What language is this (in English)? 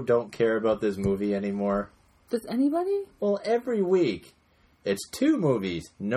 English